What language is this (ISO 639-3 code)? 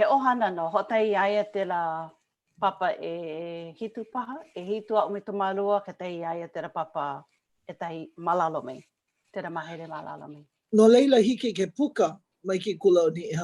haw